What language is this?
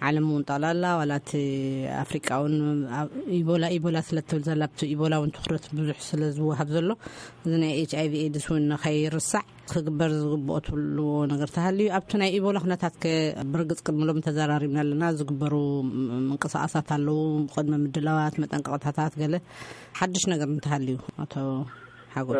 Tigrinya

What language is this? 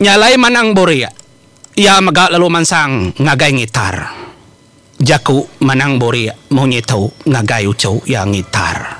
Iban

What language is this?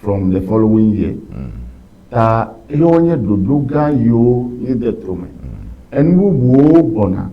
Ewe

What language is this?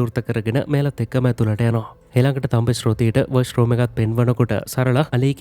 Sinhala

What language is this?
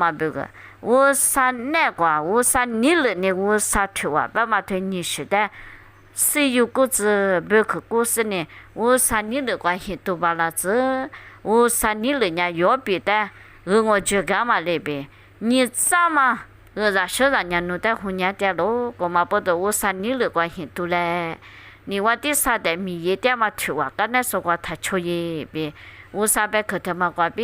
Lisu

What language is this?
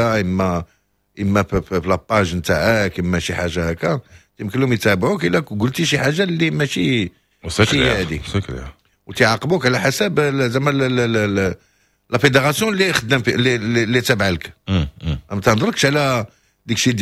Moroccan Arabic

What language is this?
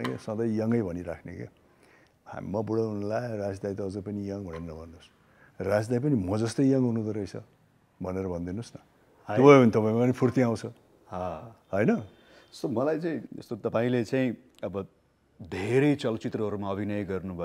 Nepali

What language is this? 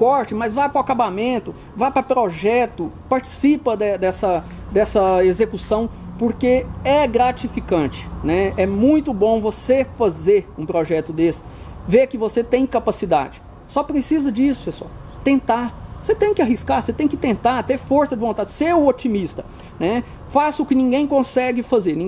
Portuguese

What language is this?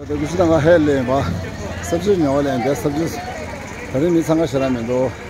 Tibetan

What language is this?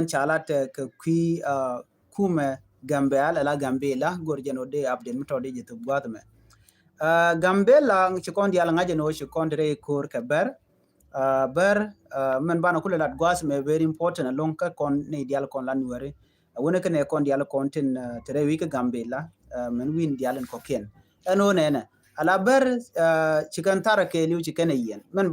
Nuer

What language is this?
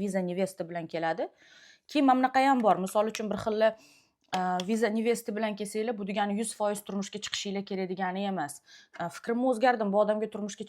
Uzbek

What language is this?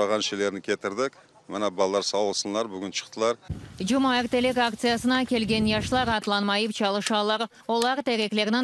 Crimean Tatar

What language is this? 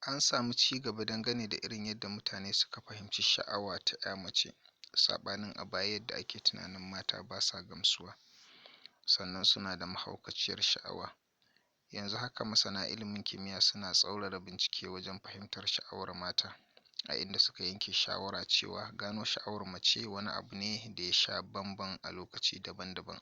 Hausa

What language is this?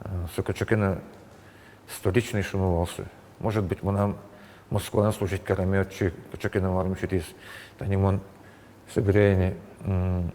Udmurt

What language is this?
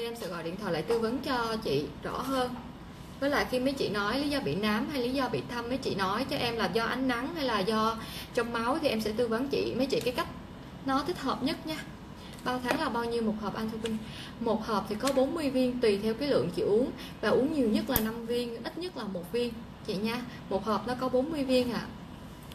Vietnamese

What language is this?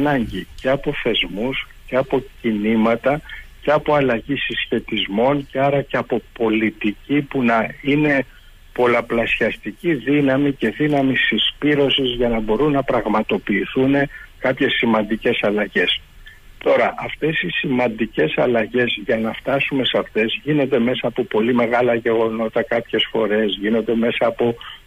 Greek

